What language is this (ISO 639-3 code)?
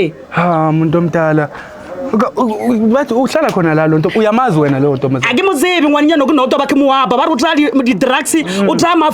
zul